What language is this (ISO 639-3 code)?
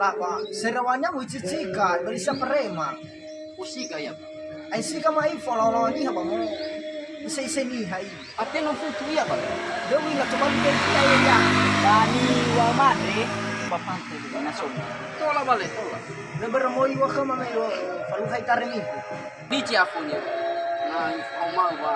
nia